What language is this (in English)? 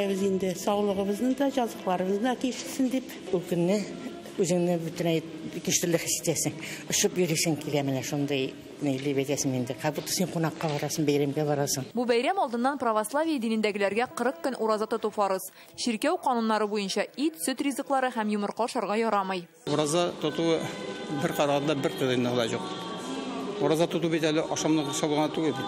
Tatar